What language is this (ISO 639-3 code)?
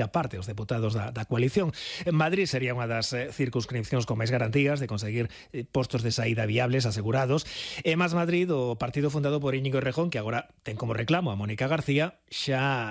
glg